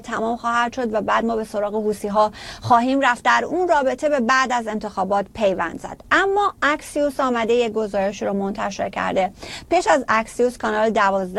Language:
Persian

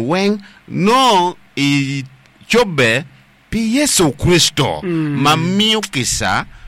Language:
Acoli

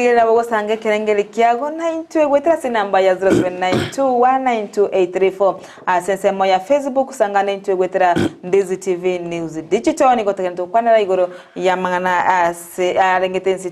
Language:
Gusii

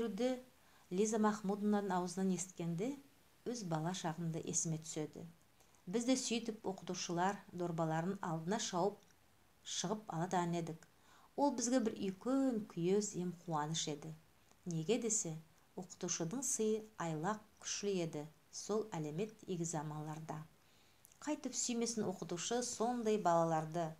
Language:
Nogai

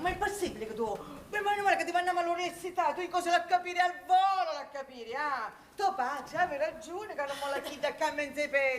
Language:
Sicilian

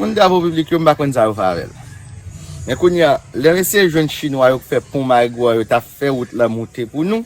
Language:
Haitian Creole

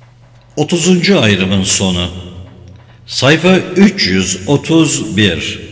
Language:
Turkish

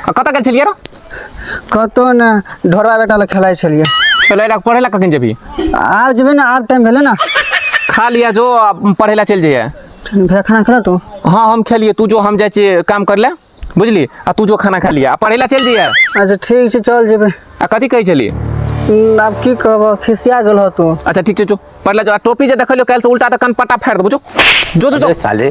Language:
Maithili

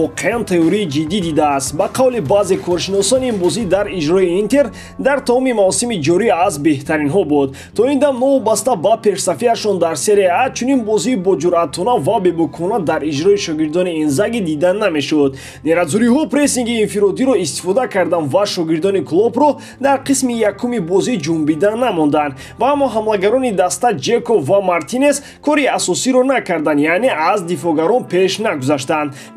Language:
Tajik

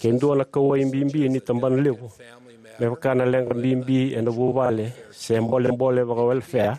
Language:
Fijian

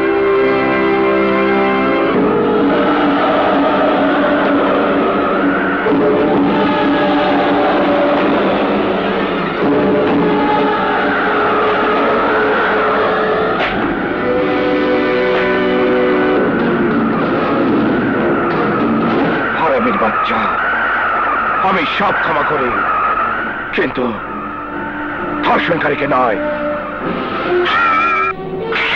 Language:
Bangla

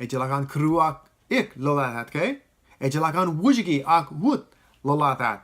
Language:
Marshallese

